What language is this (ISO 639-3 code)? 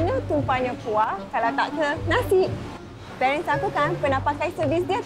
msa